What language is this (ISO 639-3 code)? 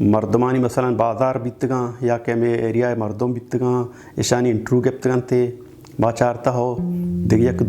bal